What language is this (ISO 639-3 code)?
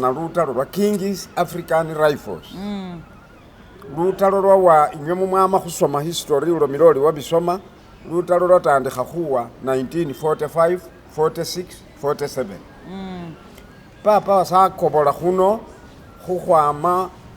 myx